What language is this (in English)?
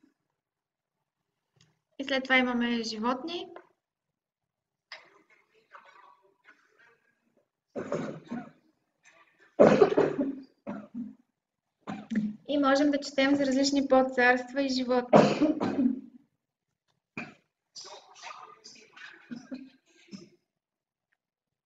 Bulgarian